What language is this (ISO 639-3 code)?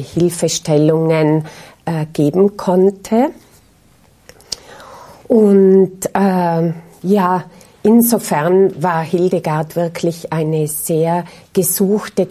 deu